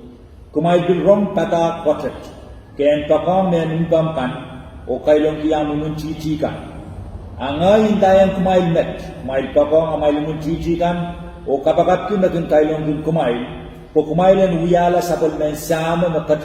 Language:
Pohnpeian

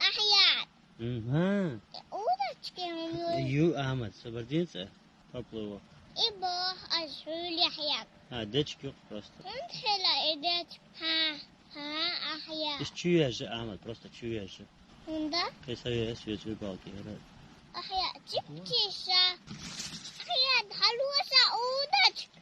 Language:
Chechen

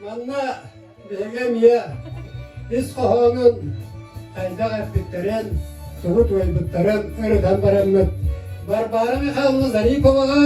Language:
Yakut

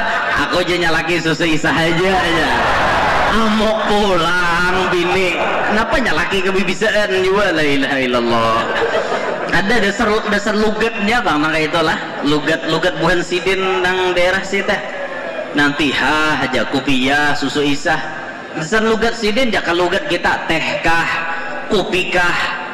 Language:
Banjar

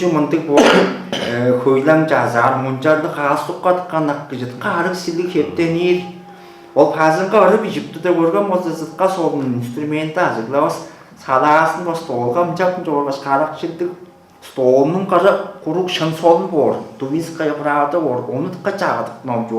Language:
Tuvinian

